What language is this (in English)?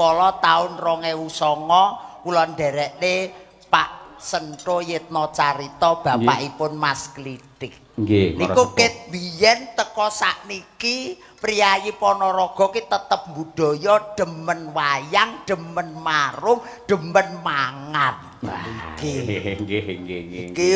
Javanese